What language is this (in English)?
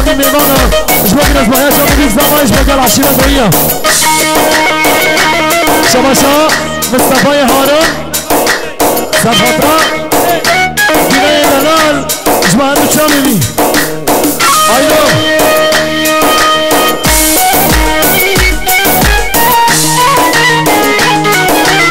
Kurdish